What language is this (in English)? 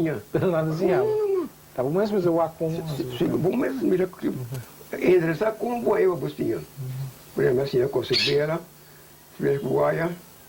Papiamento